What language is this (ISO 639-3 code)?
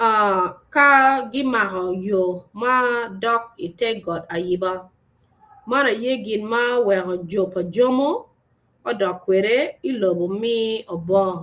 ach